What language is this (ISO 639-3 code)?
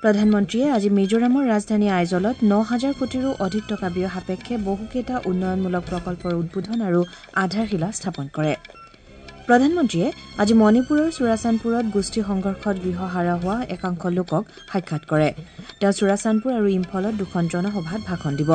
asm